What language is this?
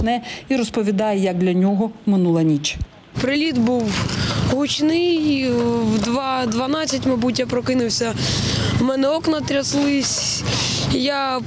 Ukrainian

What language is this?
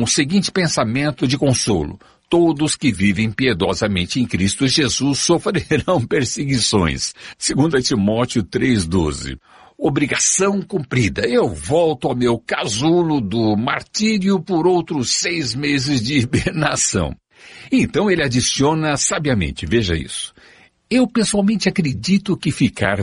Portuguese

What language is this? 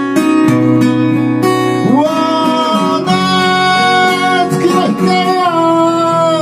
Japanese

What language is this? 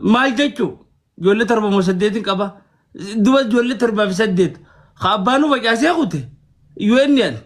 Oromo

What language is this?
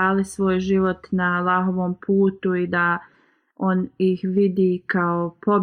Bosnian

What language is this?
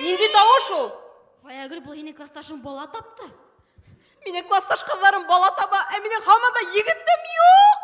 Bashkir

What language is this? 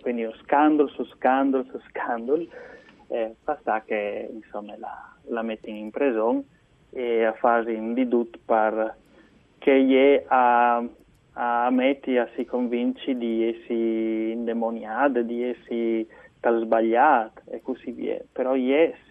Friulian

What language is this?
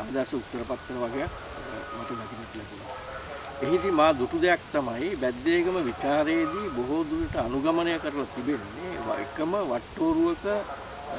Sinhala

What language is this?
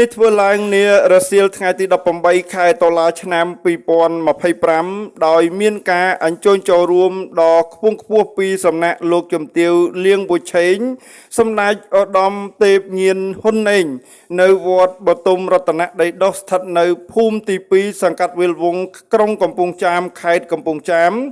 Khmer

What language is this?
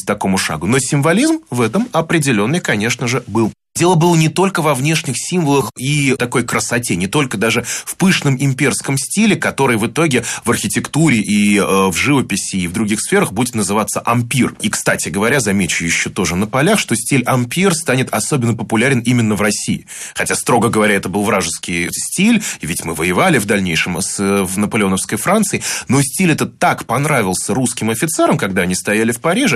Russian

